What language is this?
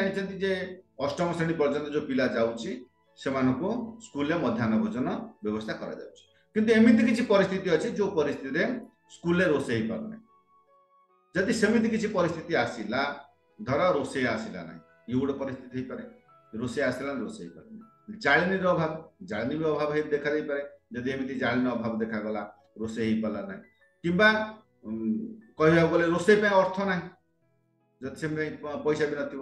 Odia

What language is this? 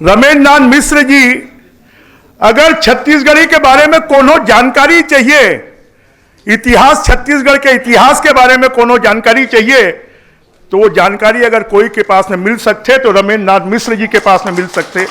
Chhattisgarhi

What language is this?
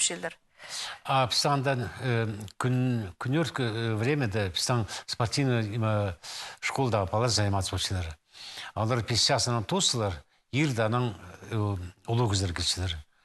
Khakas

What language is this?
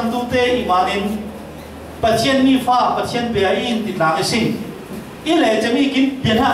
Falam Chin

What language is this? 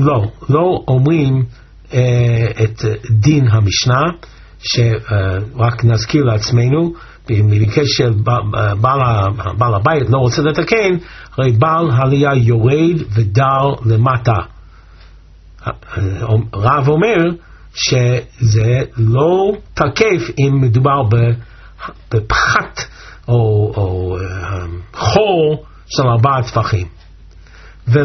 Hebrew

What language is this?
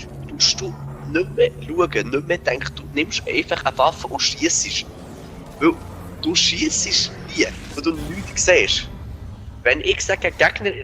Swiss German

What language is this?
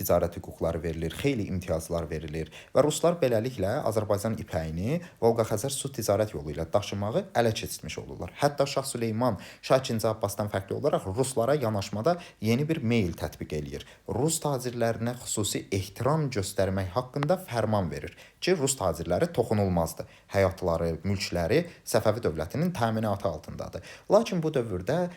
Azerbaijani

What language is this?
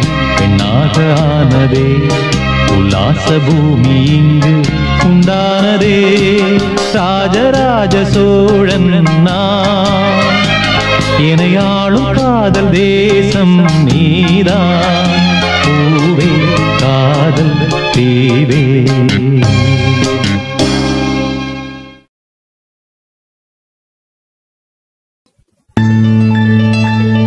Tamil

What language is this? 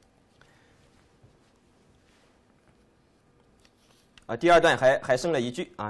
Chinese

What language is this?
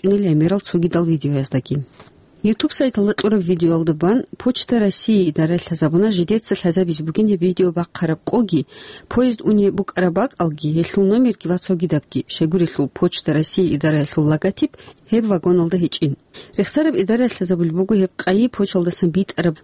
Avaric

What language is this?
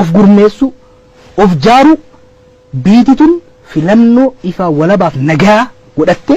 Oromo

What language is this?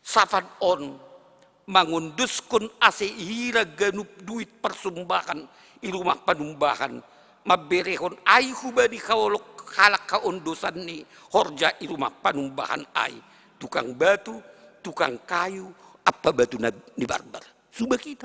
Batak Simalungun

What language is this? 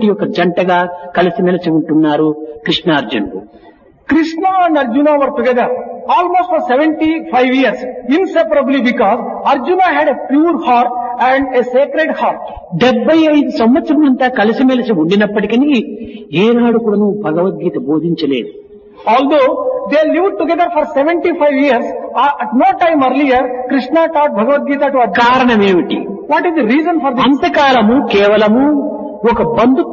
Telugu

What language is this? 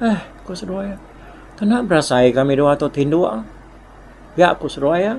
Iban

